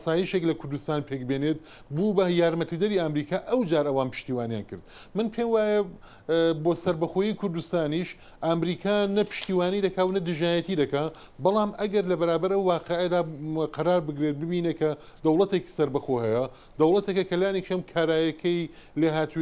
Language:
Central Kurdish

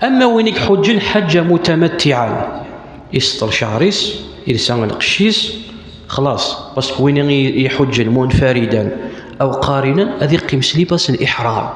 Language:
Kabyle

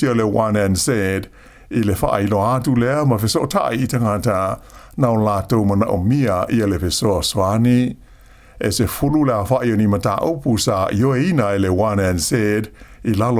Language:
Samoan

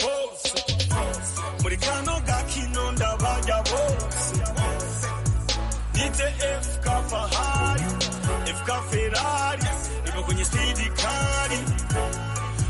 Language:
Kinyarwanda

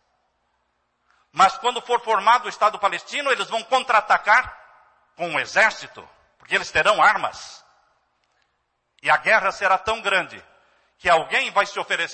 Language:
Portuguese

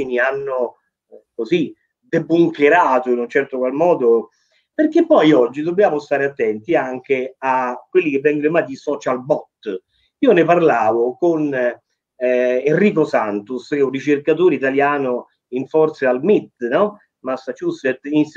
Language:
Italian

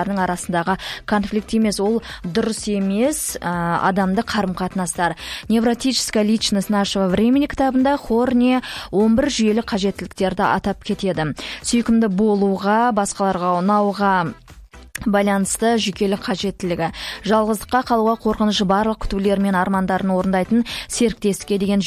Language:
Kazakh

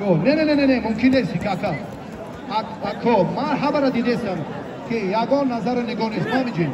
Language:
Tajik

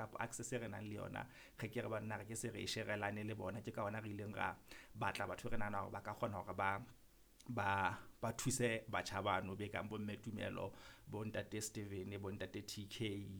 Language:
Southern Sotho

